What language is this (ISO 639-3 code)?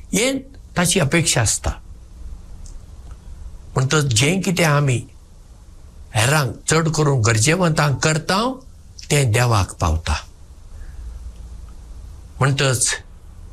kok